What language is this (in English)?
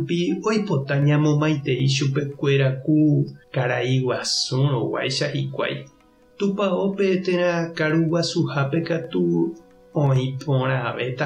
Guarani